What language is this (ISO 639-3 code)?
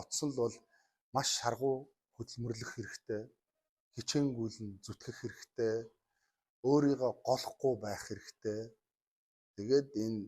mon